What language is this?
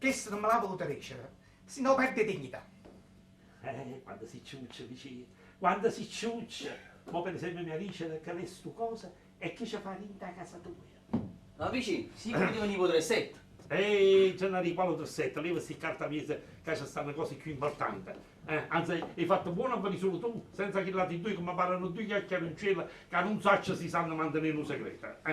Neapolitan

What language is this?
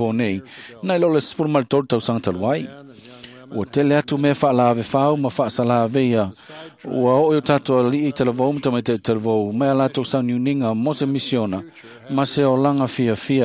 Samoan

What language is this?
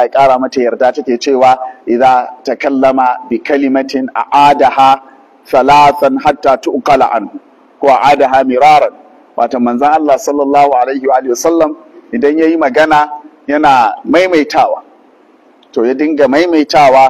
Hausa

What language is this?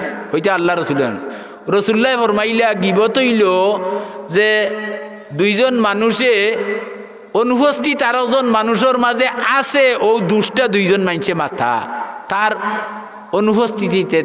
Sylheti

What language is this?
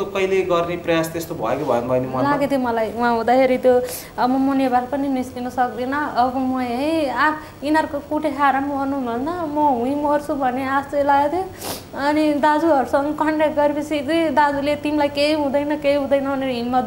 Nepali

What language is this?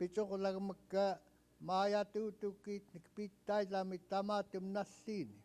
Central Yupik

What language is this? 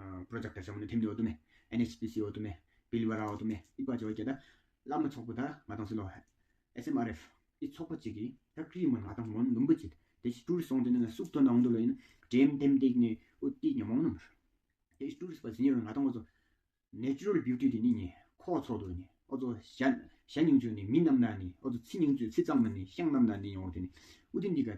Tawang Monpa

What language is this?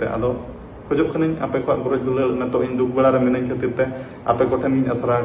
Santali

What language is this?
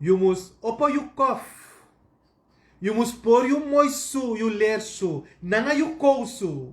Sranan Tongo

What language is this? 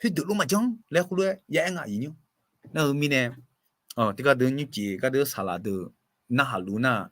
Akha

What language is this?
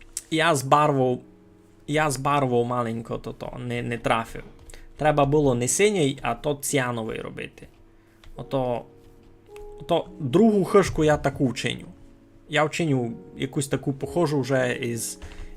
Rusyn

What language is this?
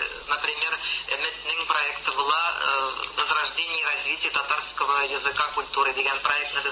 Tatar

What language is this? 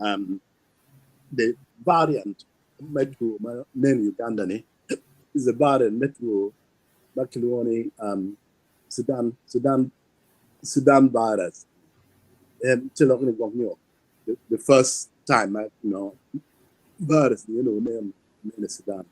Acoli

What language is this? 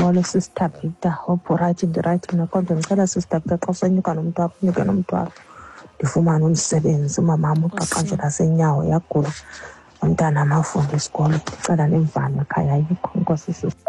Xhosa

